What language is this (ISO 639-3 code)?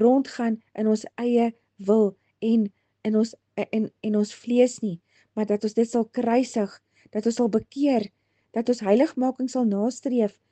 afr